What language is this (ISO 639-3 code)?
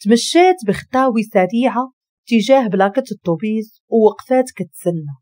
ary